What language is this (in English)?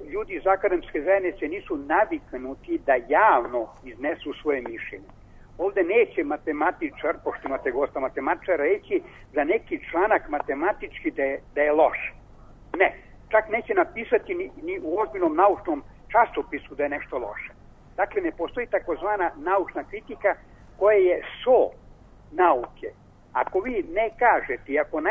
Serbian